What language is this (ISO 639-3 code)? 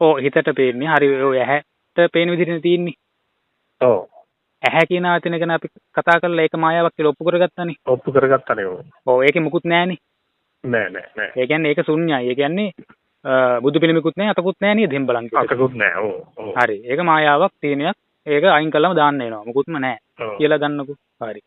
sin